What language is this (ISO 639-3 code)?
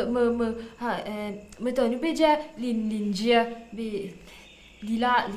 mfe